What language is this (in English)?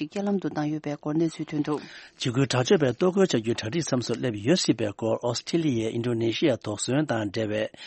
Tibetan